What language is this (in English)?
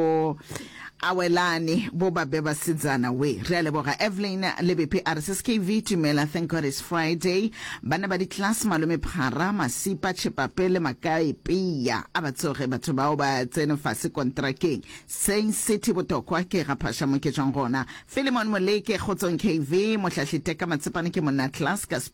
Northern Sotho